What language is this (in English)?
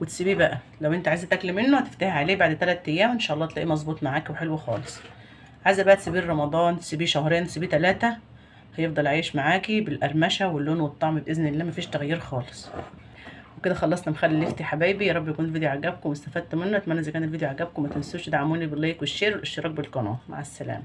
Egyptian Arabic